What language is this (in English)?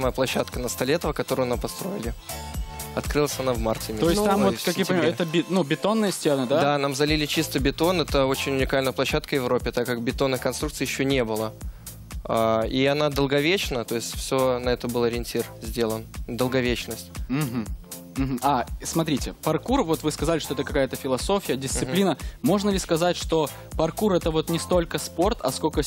Russian